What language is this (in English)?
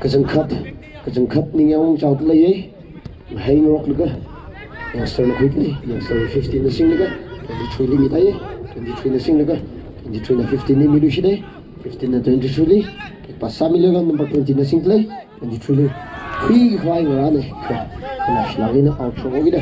Tangkhul Naga (India)